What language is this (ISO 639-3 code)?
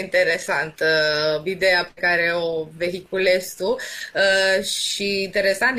ron